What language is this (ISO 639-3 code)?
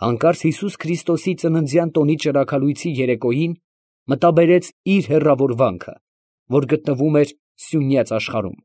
hye